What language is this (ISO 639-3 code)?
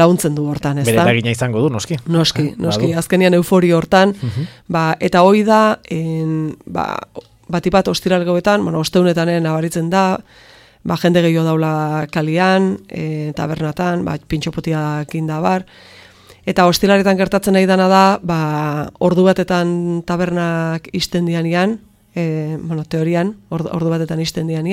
eus